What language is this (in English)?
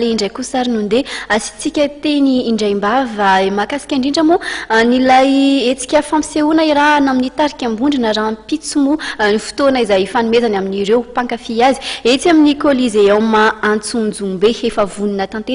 Malagasy